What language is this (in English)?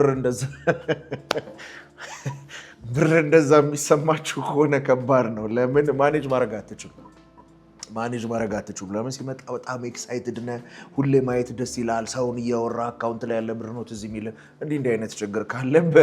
Amharic